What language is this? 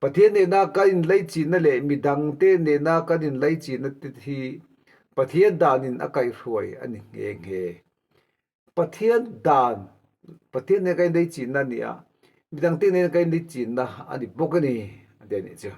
Mizo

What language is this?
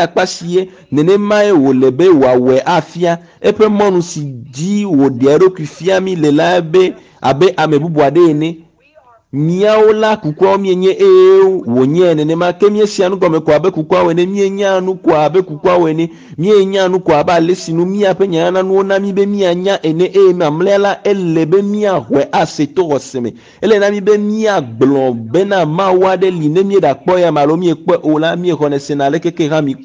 Ewe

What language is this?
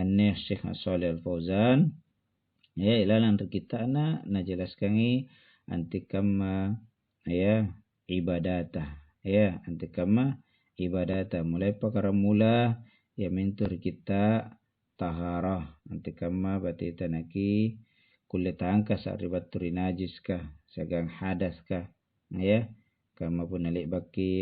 Makasar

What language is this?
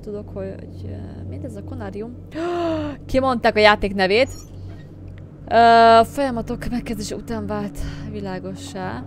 Hungarian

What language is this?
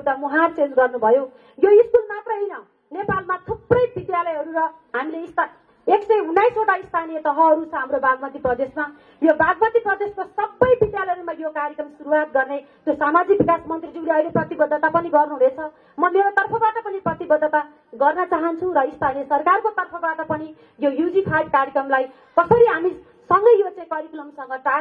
Nepali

